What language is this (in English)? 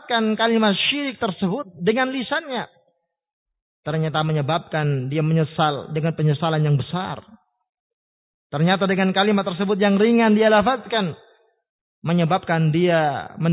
Indonesian